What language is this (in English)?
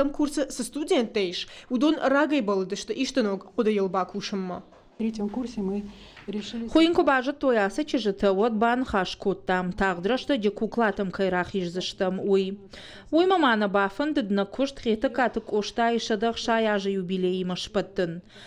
Ossetic